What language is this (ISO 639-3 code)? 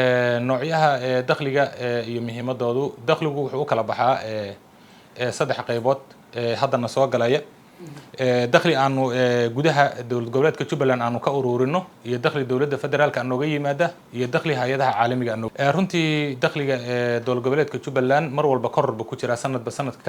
som